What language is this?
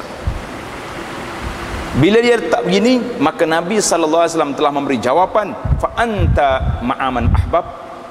Malay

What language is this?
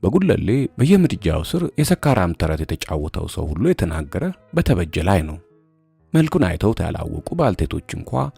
Amharic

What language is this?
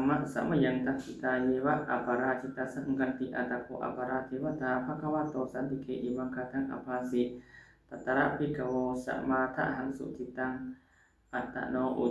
Pali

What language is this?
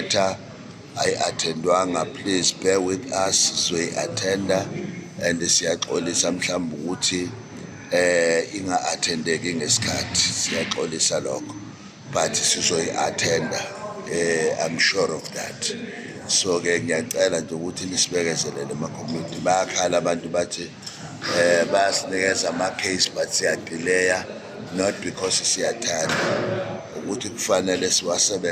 Zulu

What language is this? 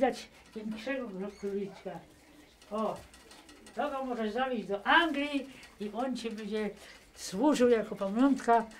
Silesian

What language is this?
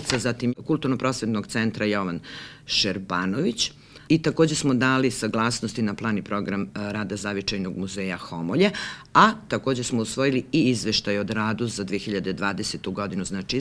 Serbian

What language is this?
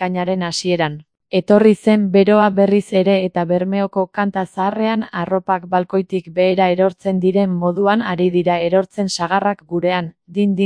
Basque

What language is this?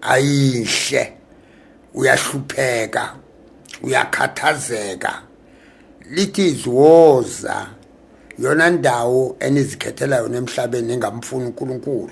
Zulu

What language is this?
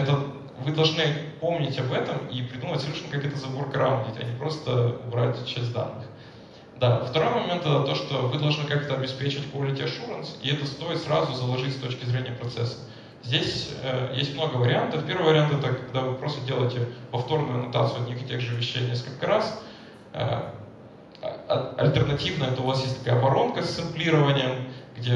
Russian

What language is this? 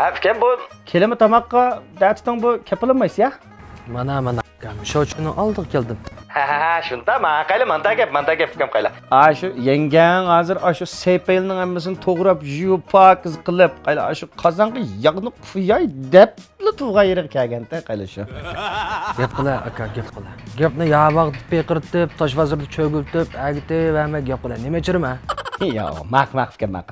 Uyghur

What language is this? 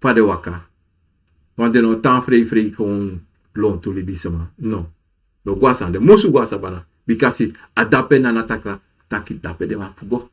Sranan Tongo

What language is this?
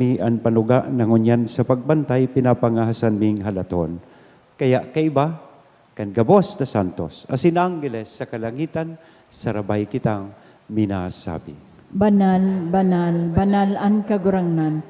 Bikol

